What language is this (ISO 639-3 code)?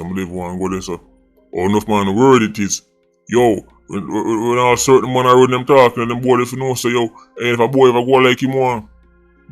jam